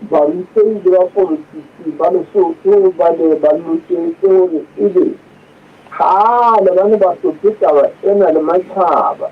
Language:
Southern Sotho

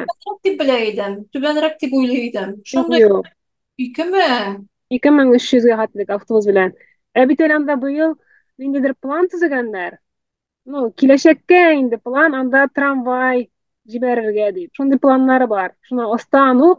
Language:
Tatar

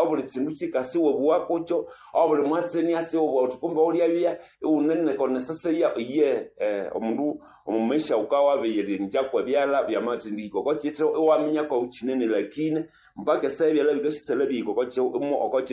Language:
Nande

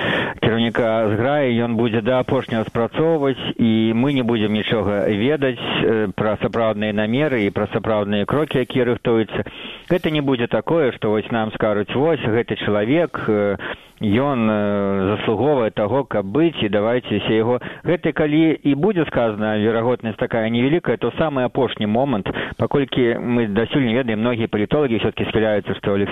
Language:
Belarusian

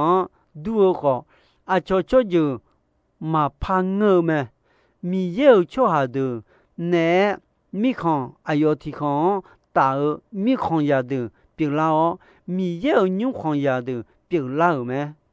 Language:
Akha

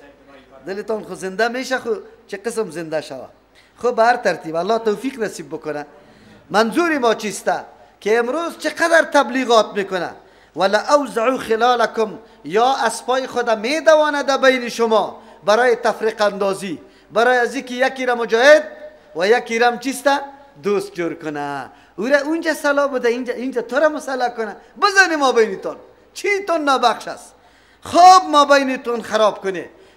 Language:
Persian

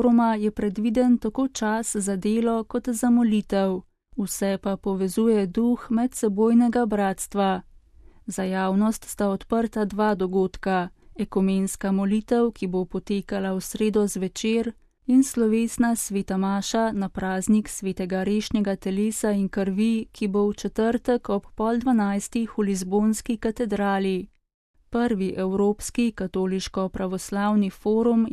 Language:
Slovenian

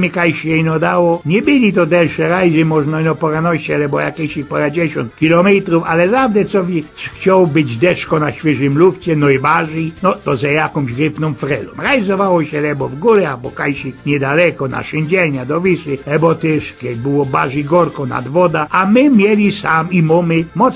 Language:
Silesian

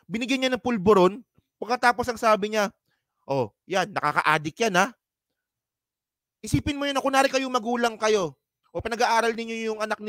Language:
Filipino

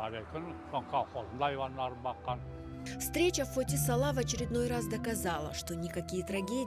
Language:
Crimean Tatar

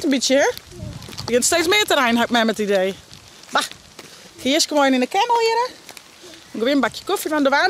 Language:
Western Frisian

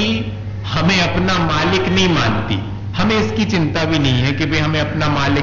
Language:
Hindi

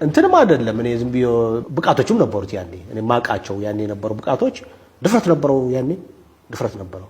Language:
Amharic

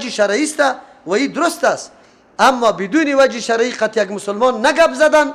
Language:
Persian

